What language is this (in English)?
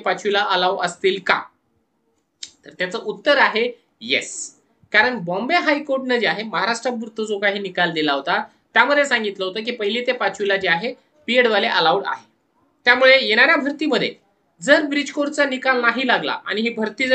Marathi